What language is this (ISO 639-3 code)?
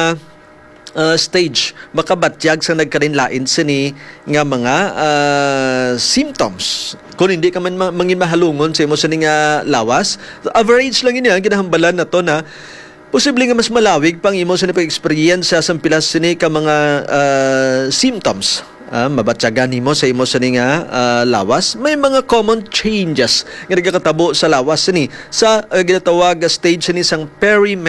hil